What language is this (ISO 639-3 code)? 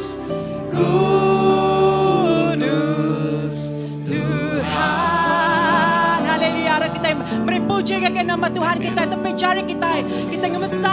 iba